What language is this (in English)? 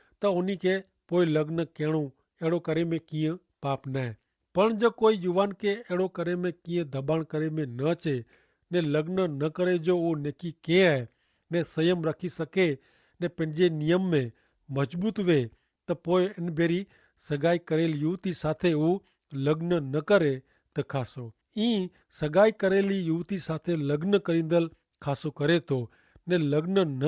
Kachhi